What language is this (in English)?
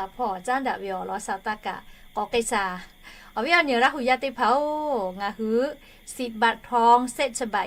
Lahu